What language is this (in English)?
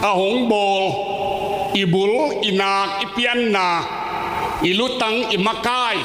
Tedim Chin